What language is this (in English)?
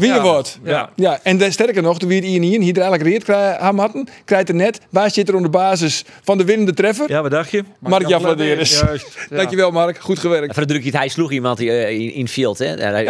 Western Frisian